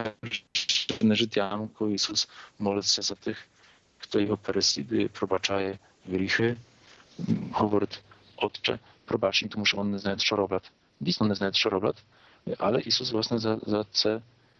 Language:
Ukrainian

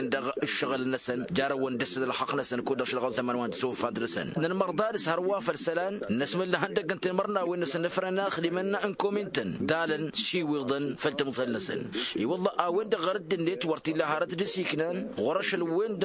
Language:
Tamasheq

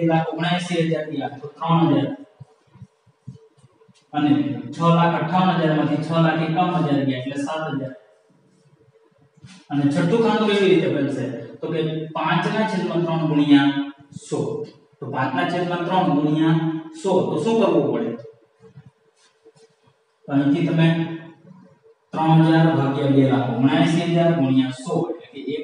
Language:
Gujarati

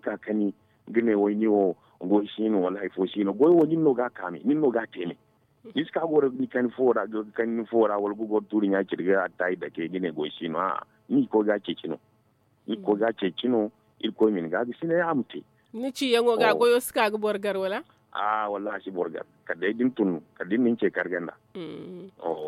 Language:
Zarma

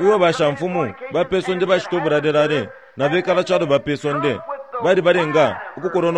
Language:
Bemba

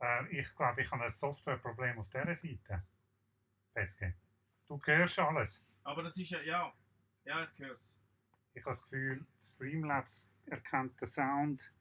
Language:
Swiss German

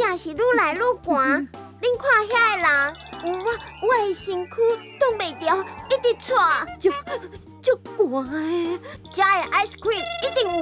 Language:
Min Nan Chinese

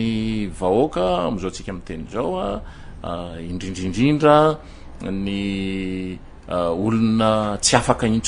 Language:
Malagasy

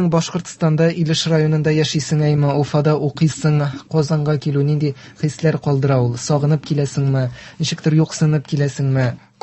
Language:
Tatar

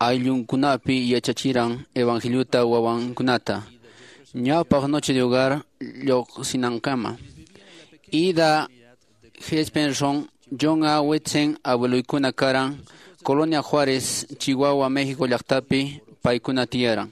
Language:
Quechua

